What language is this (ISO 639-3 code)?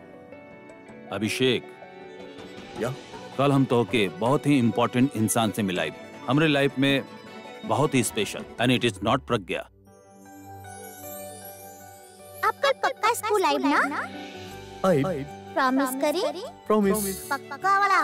bho